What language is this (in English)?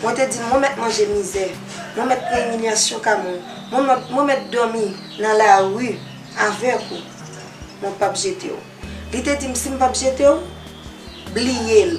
Haitian Creole